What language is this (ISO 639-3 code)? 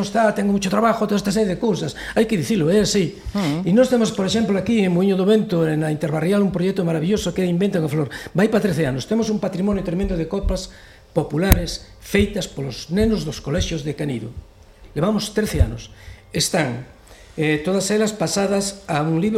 glg